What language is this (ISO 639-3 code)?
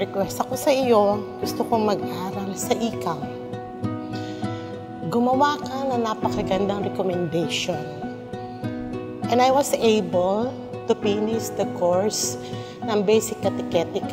fil